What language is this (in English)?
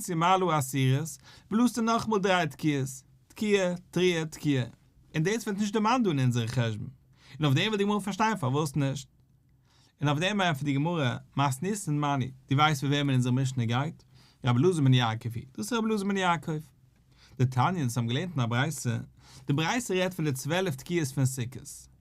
Yiddish